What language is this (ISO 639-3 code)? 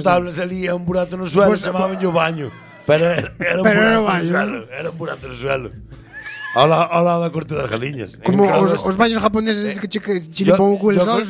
glg